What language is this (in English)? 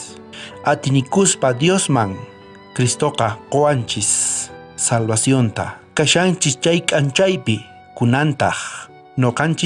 South Bolivian Quechua